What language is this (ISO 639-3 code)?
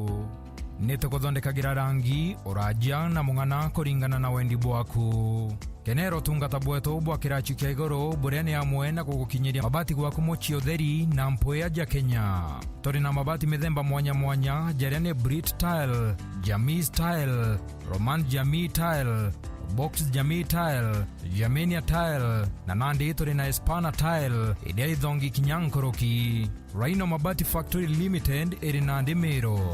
mer